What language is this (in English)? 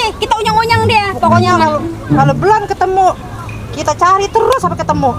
Betawi